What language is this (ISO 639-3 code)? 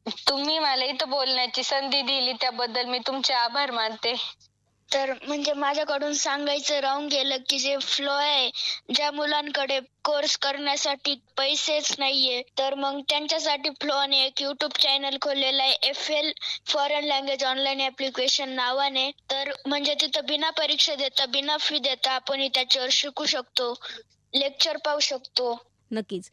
mar